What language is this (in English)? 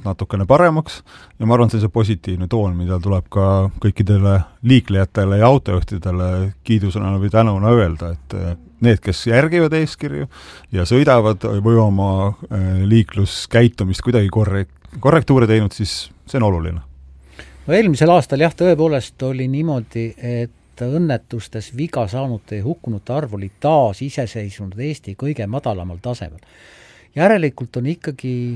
Estonian